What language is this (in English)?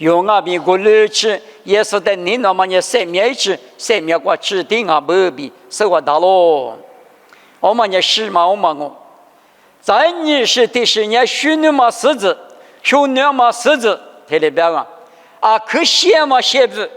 Lisu